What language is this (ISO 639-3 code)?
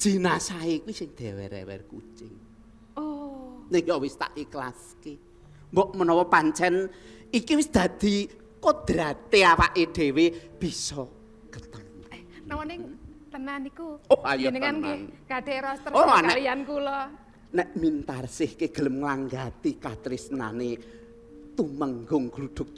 jav